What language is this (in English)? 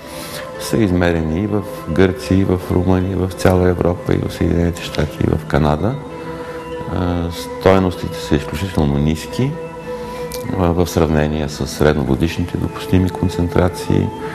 Bulgarian